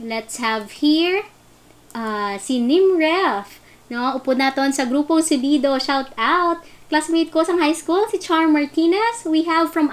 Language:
Hiligaynon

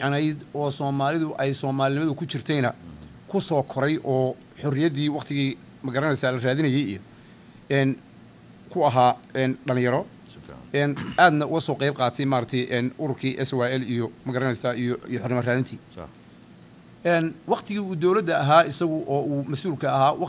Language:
Somali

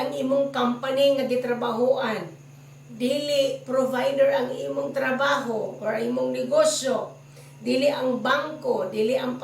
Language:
Cebuano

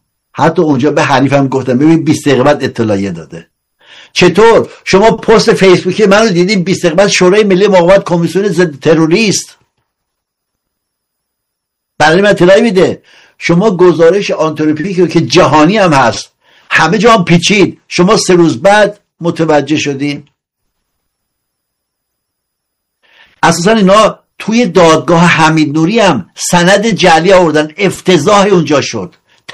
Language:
Persian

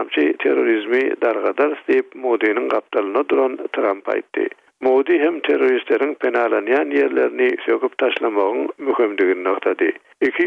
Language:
Turkmen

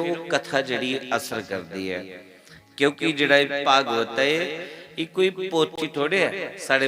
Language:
Dogri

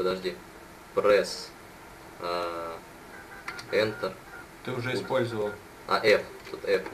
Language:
Russian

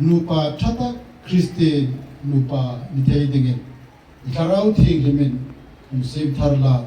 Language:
Hmar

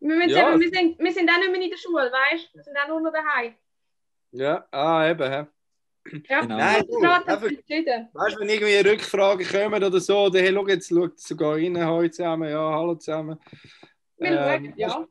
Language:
Swiss German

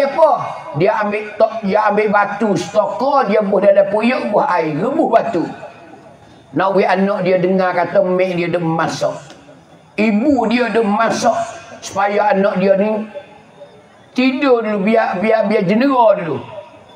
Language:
Pattani Malay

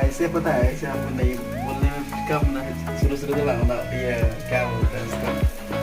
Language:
Santali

